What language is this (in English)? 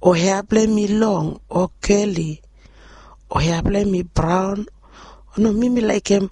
Bislama